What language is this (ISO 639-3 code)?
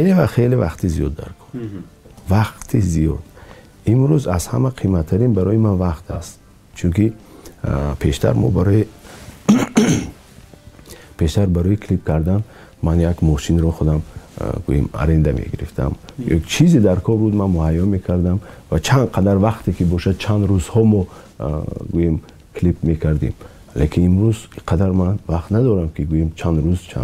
tgk